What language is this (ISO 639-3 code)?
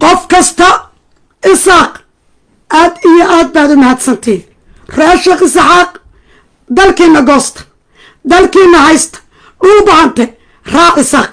som